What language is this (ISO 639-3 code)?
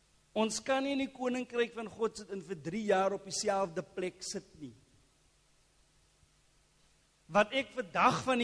afr